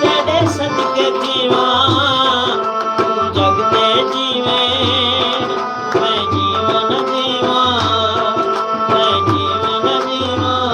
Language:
Saraiki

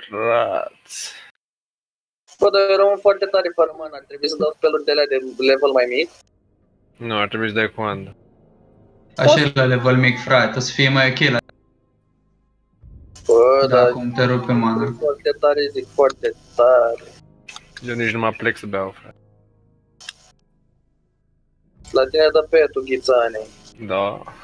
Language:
Romanian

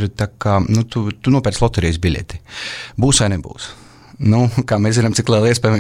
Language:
Latvian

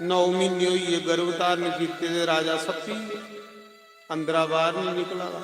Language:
Dogri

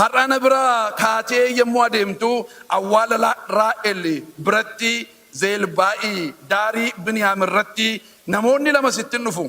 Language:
Oromo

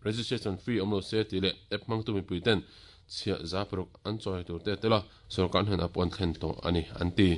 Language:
Mizo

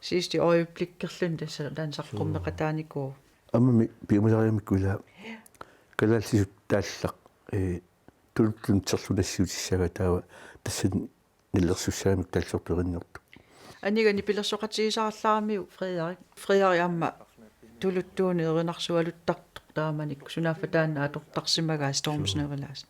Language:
Kalaallisut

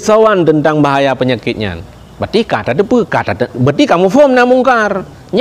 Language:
Achinese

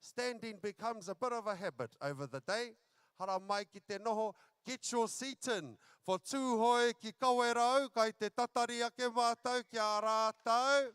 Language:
Māori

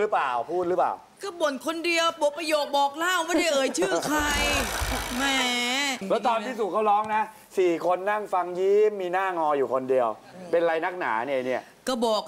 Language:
Thai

